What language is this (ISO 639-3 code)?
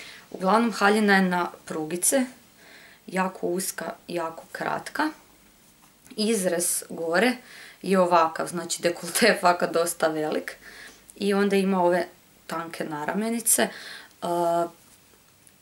hrv